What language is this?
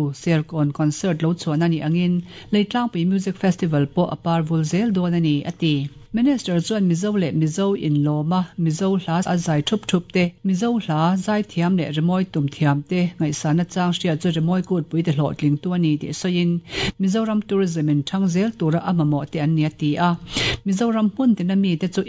Mizo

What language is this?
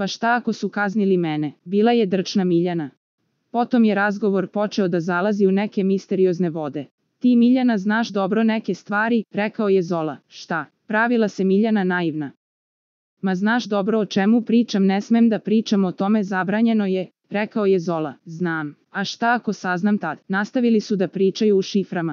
Serbian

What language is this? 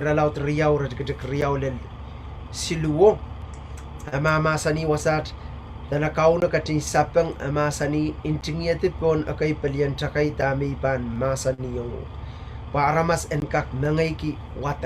Pohnpeian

